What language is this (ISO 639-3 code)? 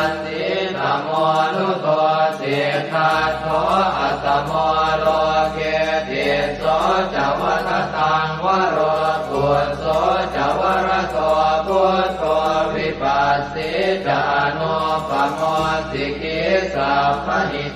pli